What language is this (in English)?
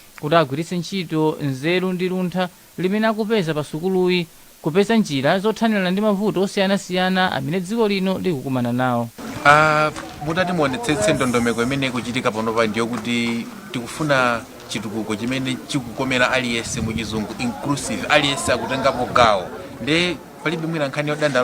Nyanja